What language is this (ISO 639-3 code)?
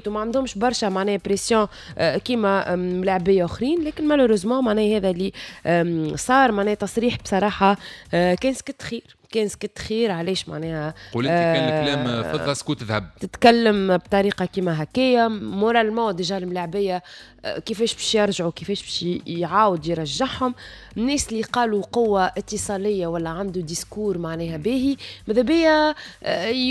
aeb